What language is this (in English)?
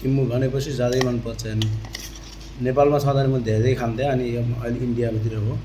Nepali